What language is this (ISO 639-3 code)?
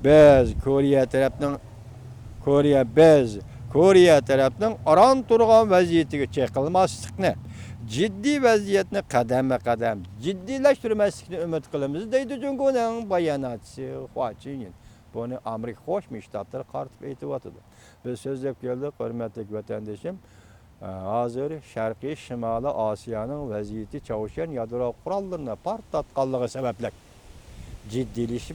uig